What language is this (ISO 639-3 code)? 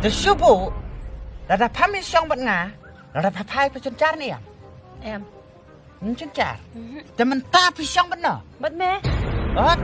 kha